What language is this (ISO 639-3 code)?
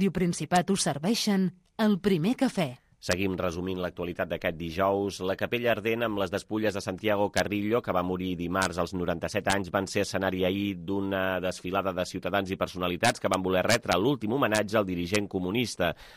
cat